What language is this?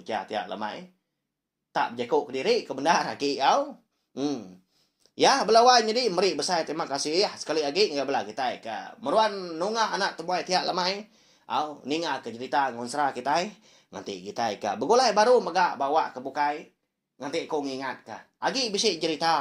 Iban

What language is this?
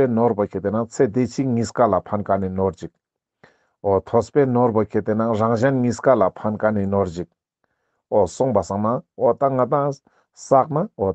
Ladakhi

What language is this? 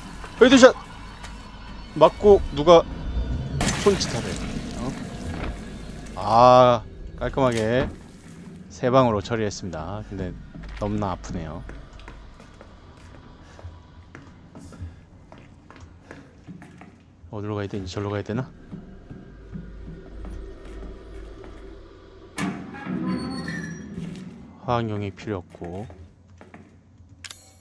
Korean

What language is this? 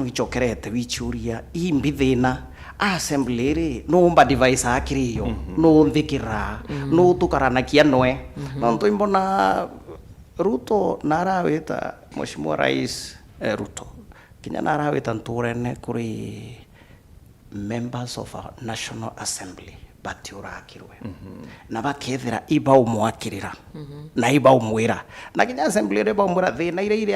Meru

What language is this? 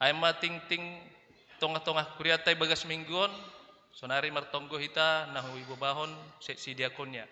Batak Simalungun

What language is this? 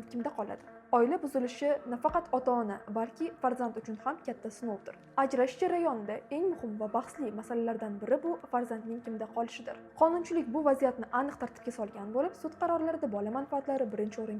Uzbek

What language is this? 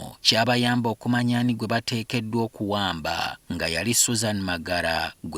Ganda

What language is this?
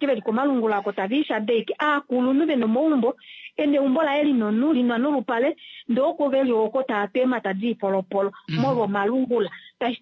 Kuanyama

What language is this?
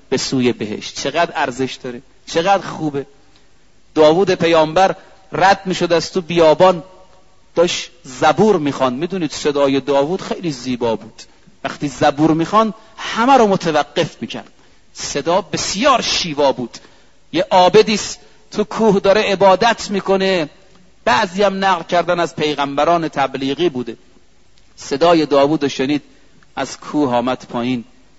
Persian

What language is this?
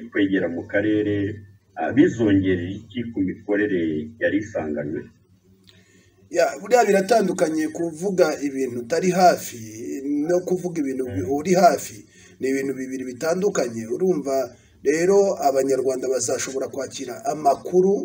Kinyarwanda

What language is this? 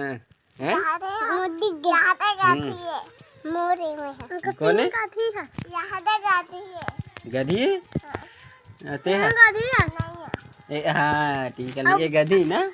Chhattisgarhi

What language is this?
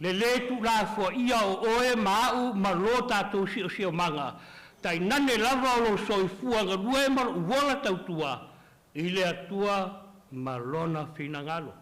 Samoan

